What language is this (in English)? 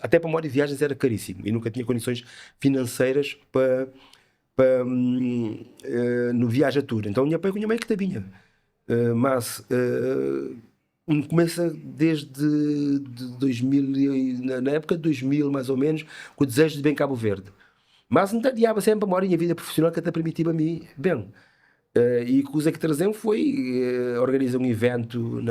Kabuverdianu